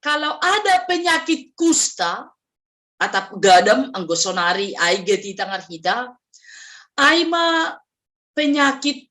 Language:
Batak Simalungun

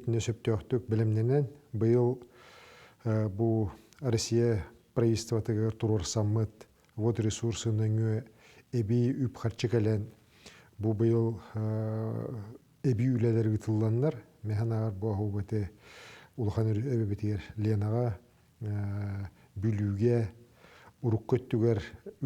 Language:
Yakut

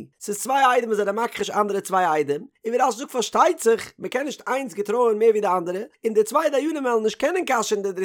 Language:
Yiddish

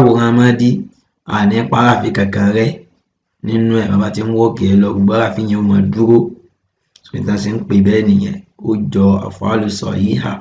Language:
Yoruba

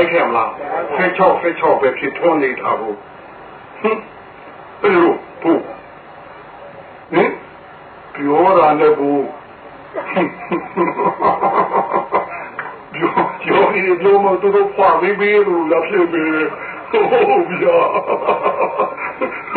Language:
Burmese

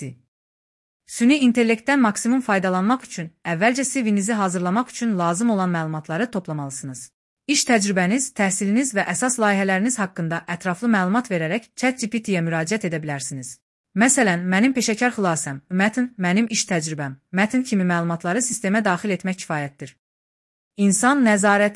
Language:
Azerbaijani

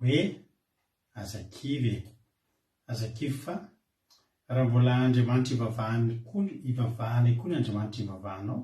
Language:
Malagasy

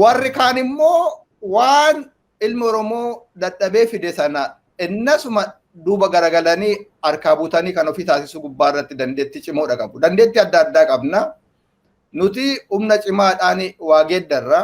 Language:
Oromo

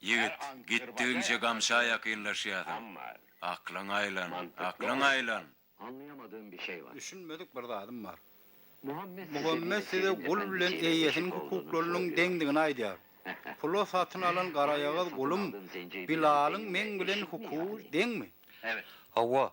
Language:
Turkmen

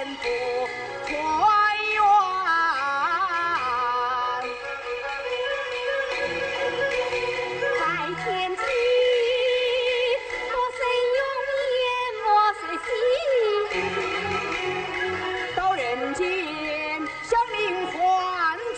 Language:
Chinese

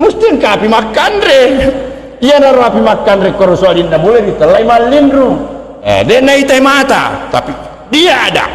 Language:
Buginese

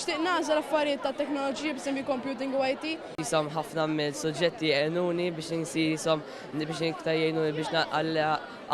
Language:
Maltese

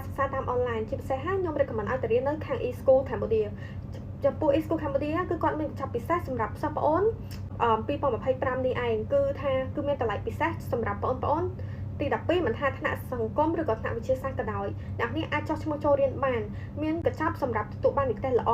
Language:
Khmer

